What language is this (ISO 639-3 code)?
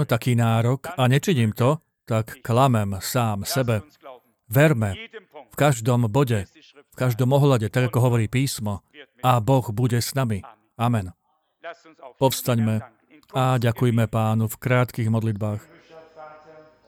slk